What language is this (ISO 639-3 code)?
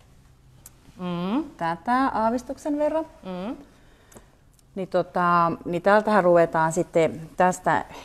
fin